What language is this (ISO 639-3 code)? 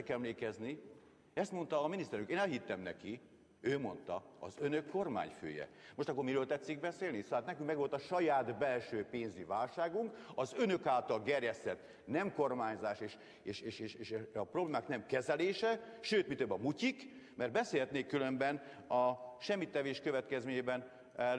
hun